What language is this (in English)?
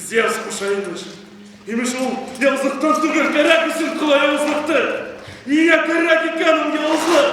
Bashkir